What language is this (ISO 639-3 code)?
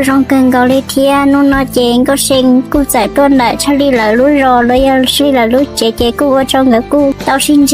hmn